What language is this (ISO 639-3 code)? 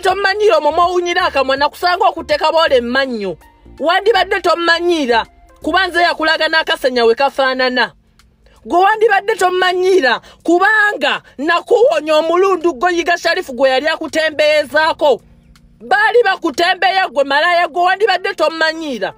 lug